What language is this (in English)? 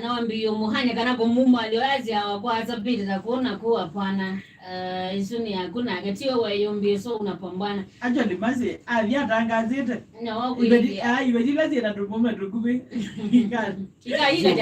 Kamba